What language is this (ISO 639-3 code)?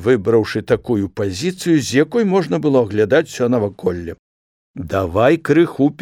bel